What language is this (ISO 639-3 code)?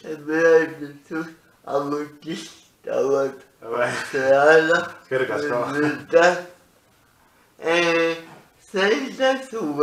eus